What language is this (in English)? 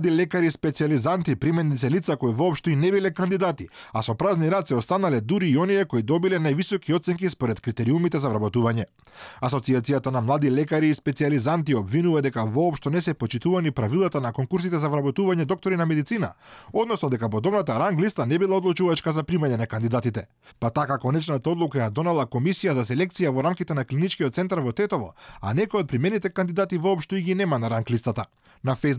Macedonian